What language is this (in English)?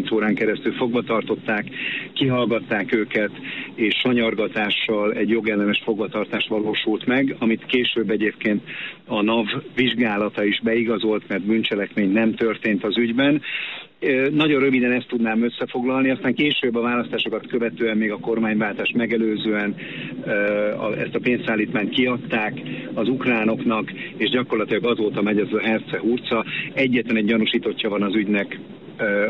Hungarian